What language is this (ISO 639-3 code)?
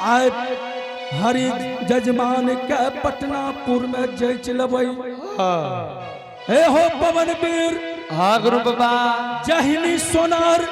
anp